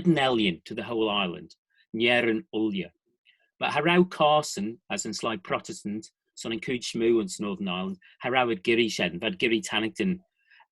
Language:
Manx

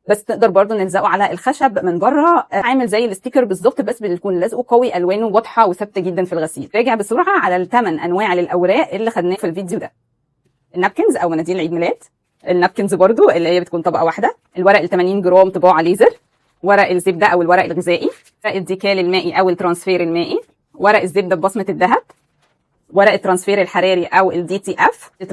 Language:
Egyptian Arabic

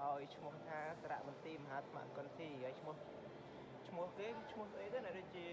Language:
Khmer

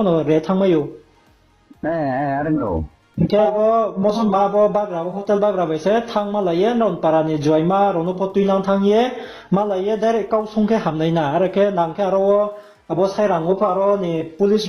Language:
Riang (India)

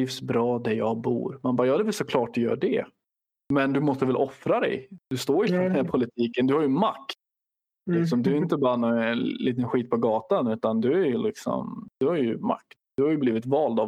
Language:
Swedish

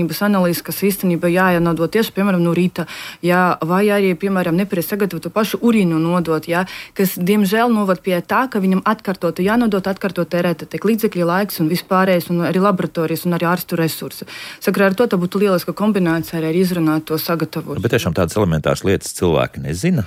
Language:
Latvian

